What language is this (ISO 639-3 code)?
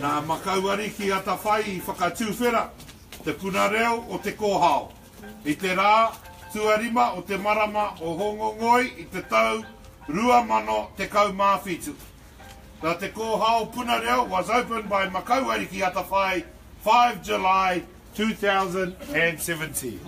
mri